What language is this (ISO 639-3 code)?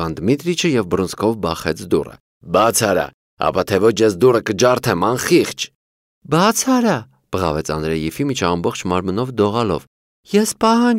hye